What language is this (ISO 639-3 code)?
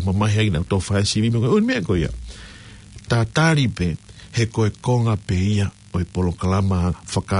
ton